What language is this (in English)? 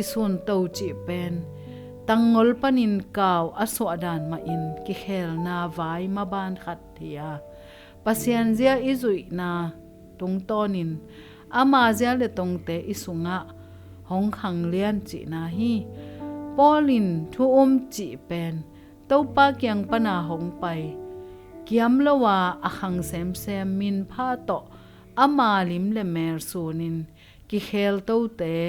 Tedim Chin